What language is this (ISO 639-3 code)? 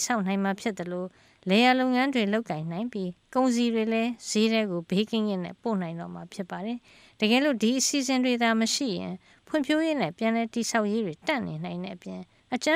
mya